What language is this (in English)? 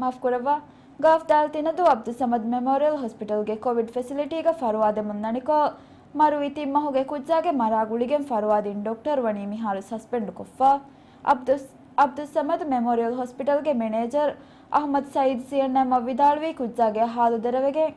Divehi